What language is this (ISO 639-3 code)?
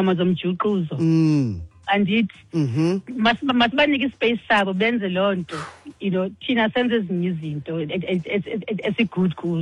xho